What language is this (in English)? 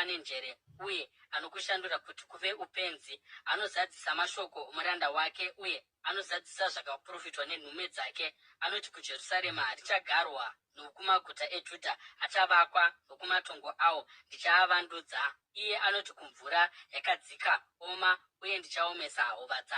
Shona